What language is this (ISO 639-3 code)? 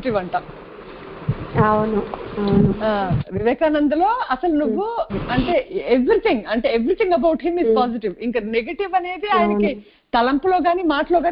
tel